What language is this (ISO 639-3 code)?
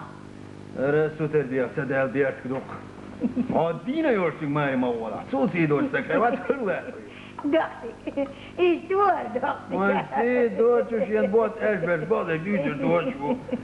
che